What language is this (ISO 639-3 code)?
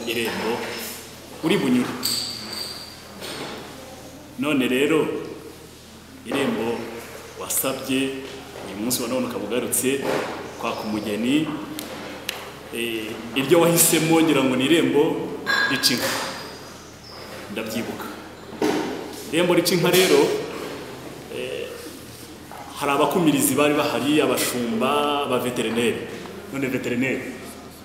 kin